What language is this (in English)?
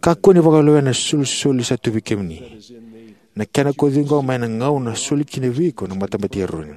Fijian